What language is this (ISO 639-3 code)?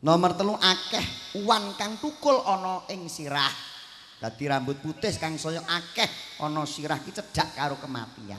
jav